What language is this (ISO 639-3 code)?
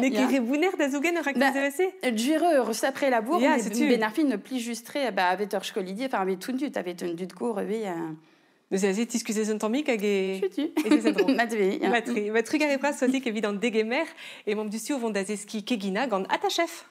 bre